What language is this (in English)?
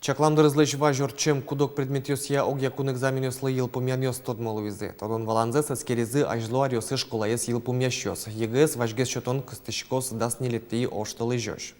Udmurt